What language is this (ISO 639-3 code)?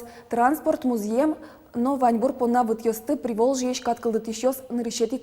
udm